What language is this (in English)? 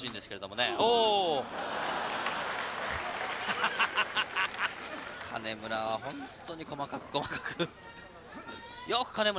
Japanese